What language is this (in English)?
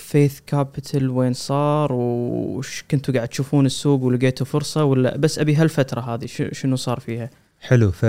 Gulf Arabic